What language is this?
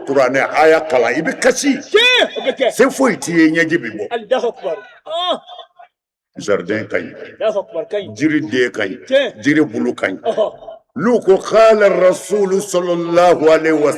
Bambara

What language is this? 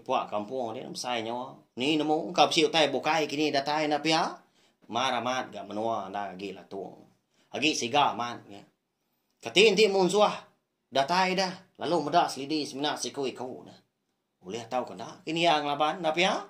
Iban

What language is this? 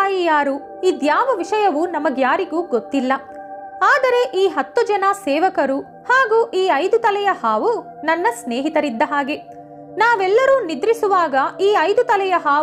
Kannada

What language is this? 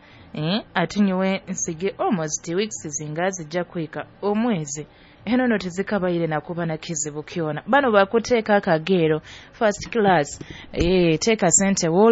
Nyoro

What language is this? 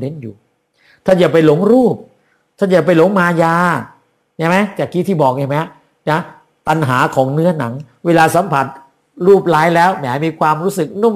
Thai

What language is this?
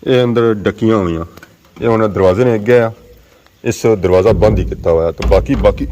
Pahari-Potwari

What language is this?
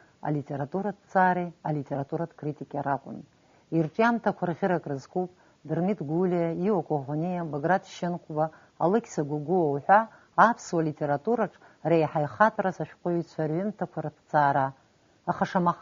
Abkhazian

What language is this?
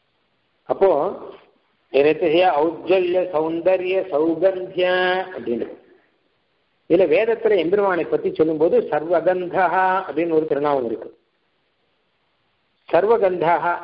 Tamil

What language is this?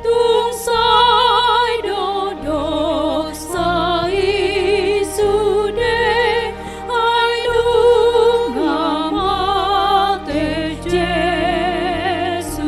Batak Toba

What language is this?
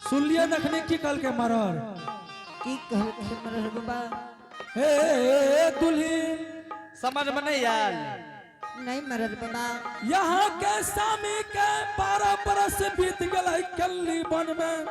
Angika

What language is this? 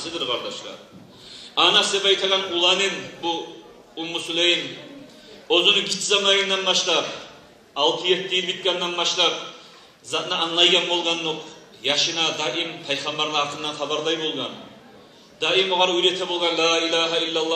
Kumyk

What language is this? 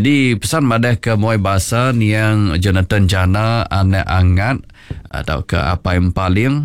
Iban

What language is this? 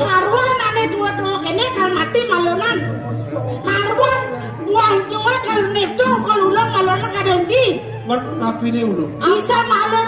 Balinese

